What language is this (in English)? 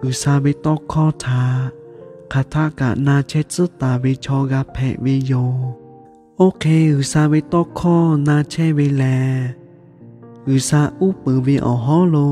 Lahu